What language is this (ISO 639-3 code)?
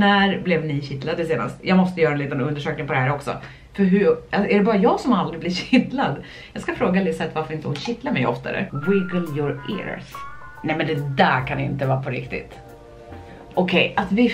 swe